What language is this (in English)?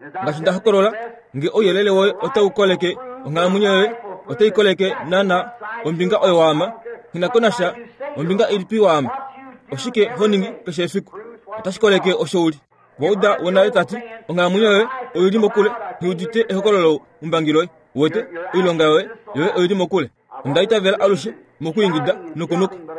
Kuanyama